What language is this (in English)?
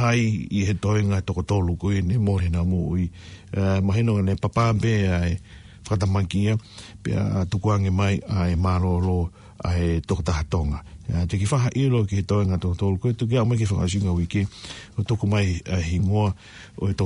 Tongan